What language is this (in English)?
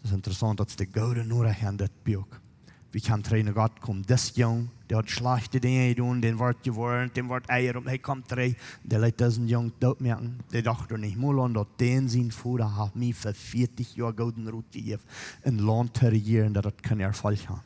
Plautdietsch